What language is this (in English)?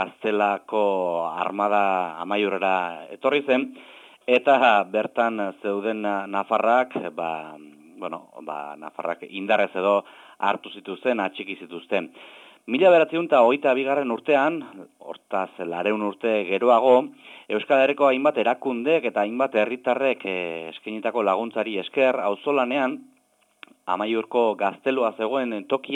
Basque